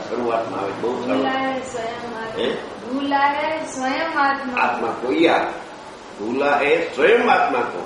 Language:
Gujarati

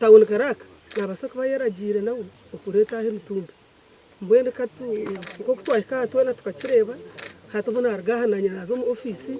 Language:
Nyankole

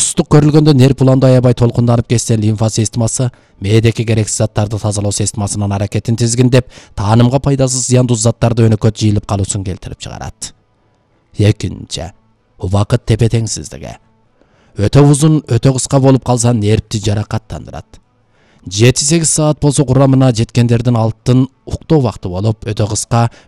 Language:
Kyrgyz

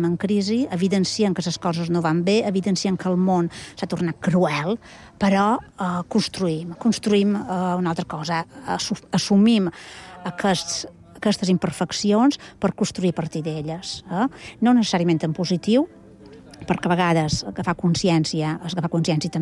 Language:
Catalan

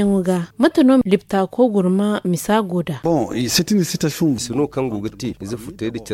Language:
Zarma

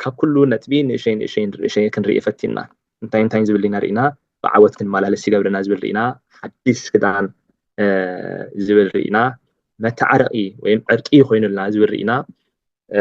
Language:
Tigrinya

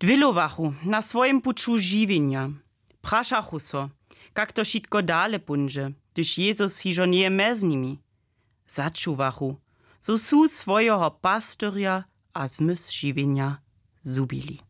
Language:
Upper Sorbian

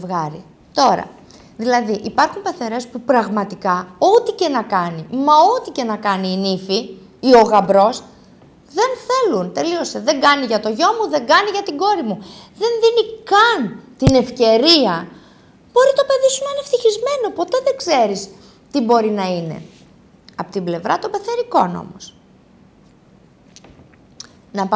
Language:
Greek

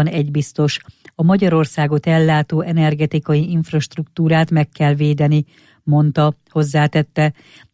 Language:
Hungarian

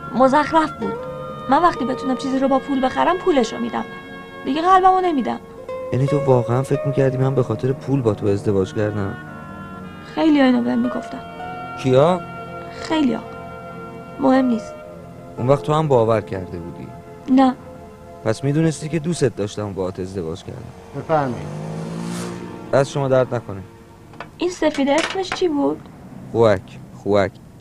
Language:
Persian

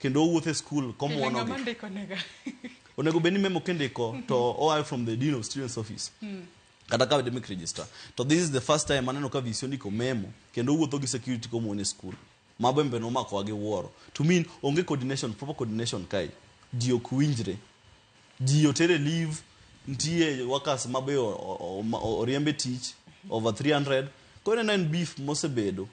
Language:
Luo (Kenya and Tanzania)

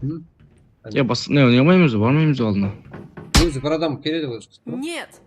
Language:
Kara-Kalpak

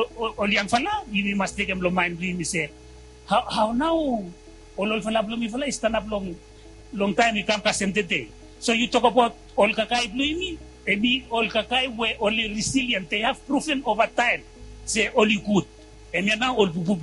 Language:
Bislama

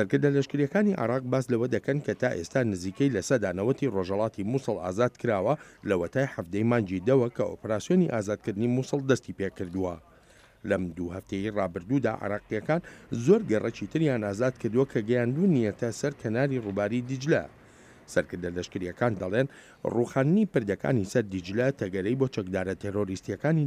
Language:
Central Kurdish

